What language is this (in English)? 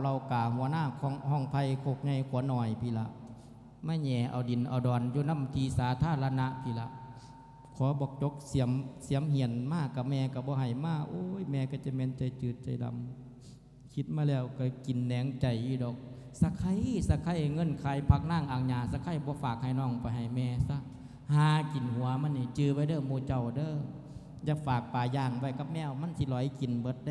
Lao